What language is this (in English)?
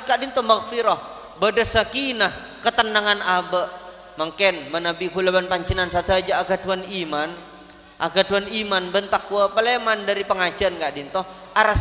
Madurese